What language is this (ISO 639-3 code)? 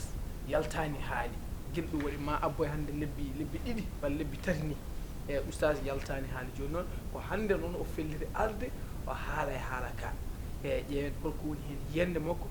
ful